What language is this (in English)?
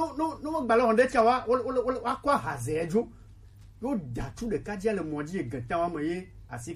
Gen